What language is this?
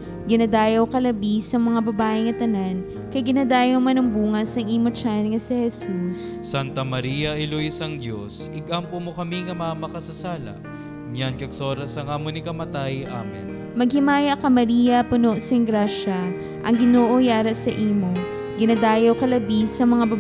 Hiligaynon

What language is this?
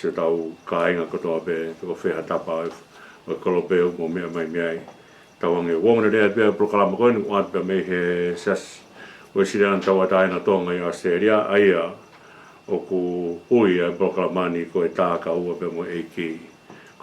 Tongan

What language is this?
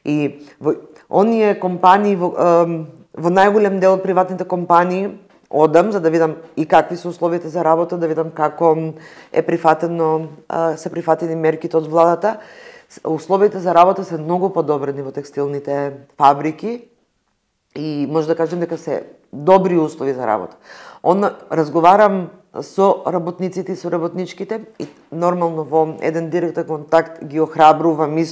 Macedonian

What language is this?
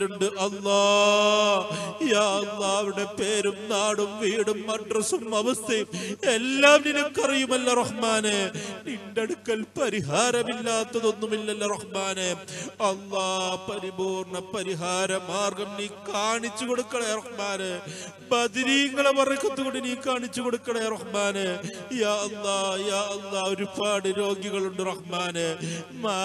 Malayalam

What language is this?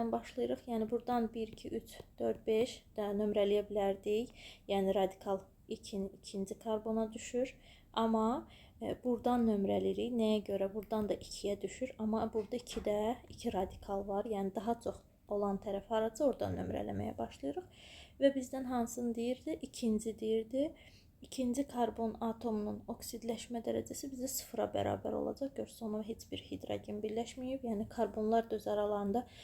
Azerbaijani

